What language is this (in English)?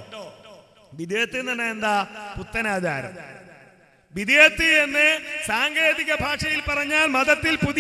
Malayalam